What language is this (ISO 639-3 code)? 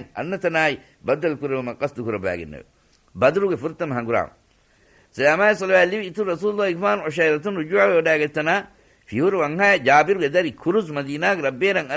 div